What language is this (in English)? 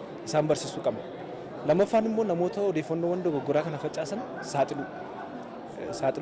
Oromo